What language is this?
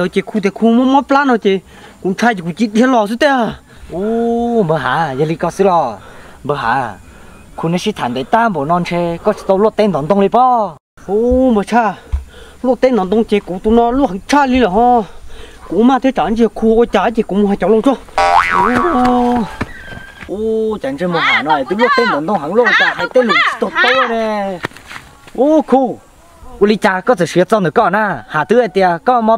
Vietnamese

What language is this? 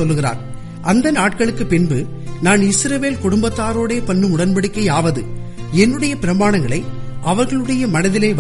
Tamil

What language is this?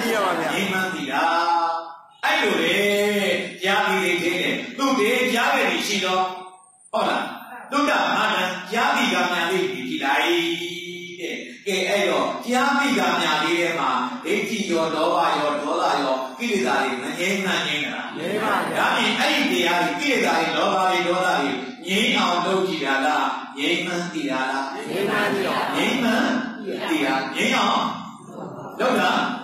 Burmese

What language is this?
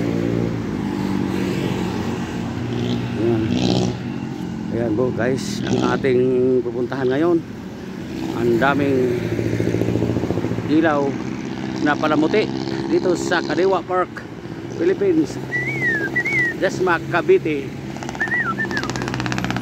Filipino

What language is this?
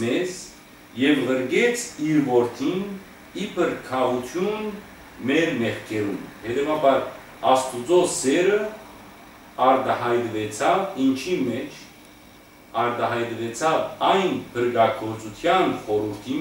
Western Armenian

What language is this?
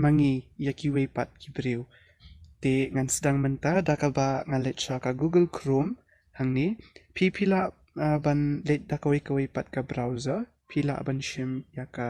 Khasi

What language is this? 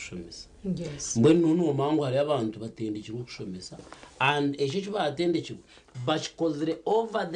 Nyankole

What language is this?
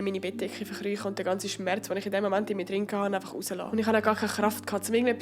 Swiss German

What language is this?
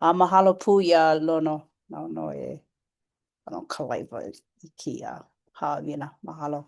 Hawaiian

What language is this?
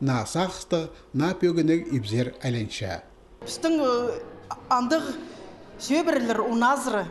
Khakas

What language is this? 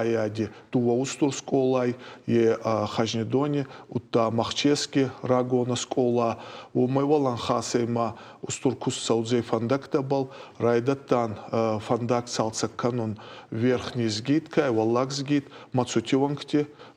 Ossetic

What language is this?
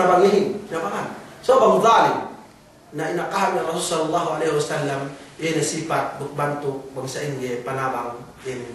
Yakan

